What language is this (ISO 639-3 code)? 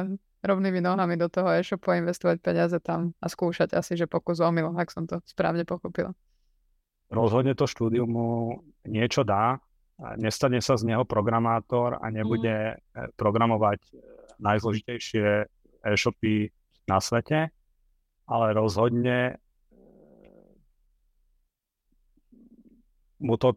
slk